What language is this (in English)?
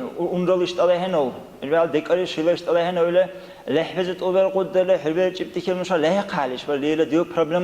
Dargwa